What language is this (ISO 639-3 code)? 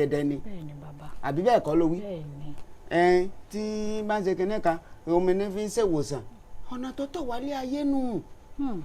yor